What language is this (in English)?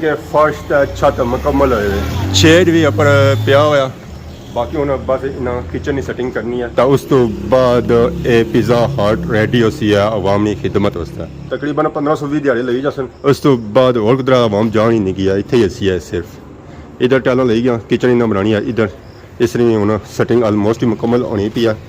Pahari-Potwari